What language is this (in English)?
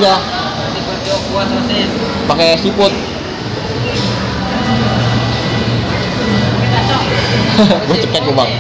Indonesian